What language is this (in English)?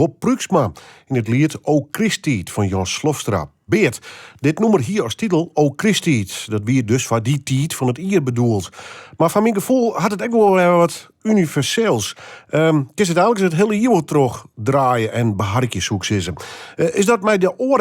Western Frisian